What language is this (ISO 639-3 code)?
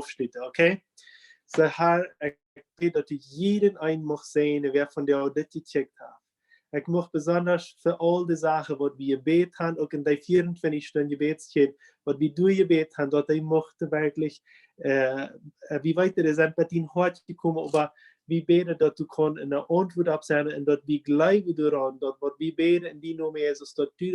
pdt